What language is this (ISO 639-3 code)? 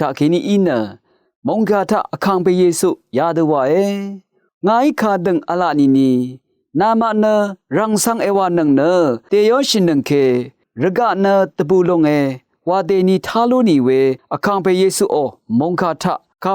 raw